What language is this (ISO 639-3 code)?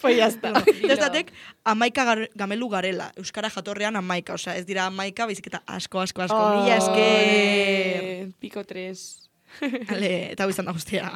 eus